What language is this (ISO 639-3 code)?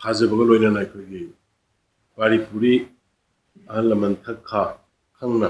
mni